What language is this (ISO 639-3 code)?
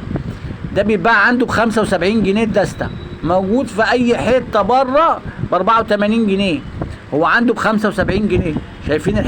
arz